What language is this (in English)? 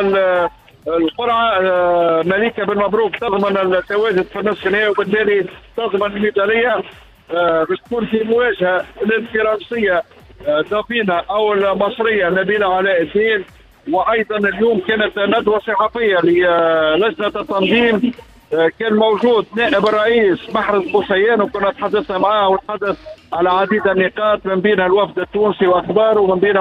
Tunisian Arabic